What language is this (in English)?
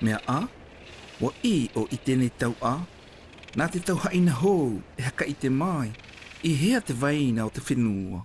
South Marquesan